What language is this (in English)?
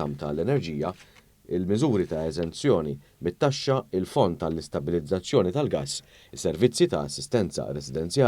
Maltese